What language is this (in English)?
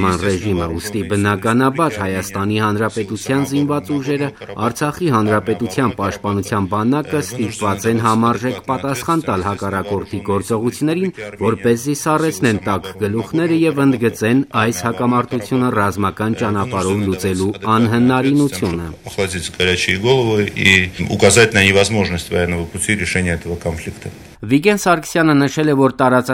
Armenian